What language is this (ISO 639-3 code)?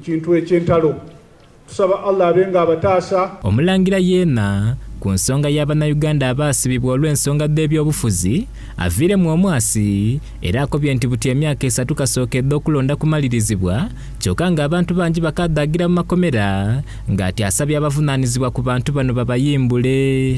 xog